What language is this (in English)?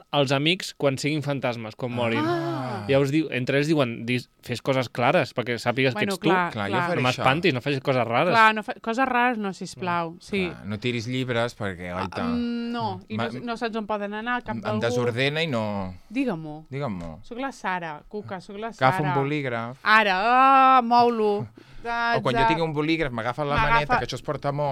Catalan